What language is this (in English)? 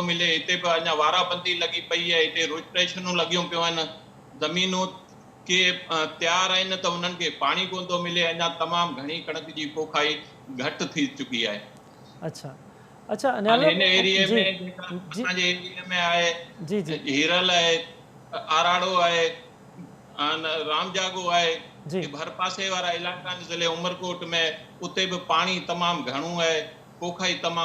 Sindhi